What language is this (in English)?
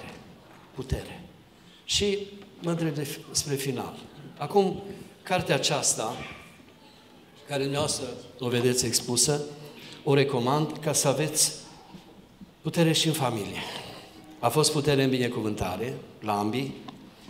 Romanian